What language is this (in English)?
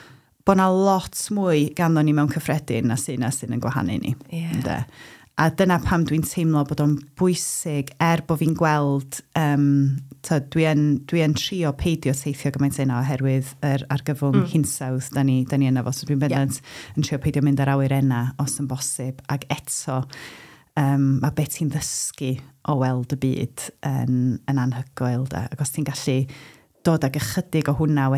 Welsh